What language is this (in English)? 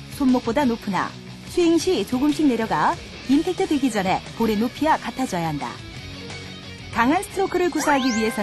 Korean